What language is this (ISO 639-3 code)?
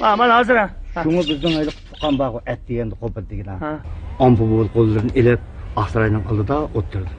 uig